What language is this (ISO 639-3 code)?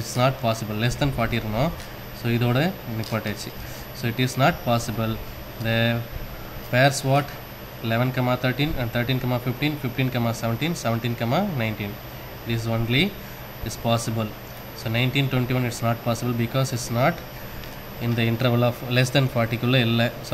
tam